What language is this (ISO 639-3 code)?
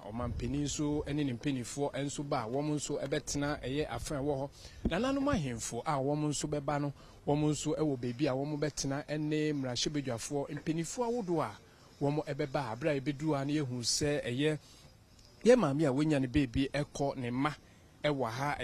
aka